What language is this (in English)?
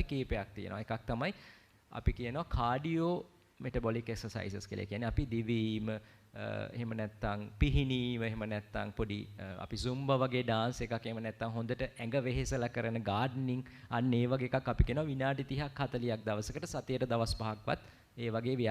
Sinhala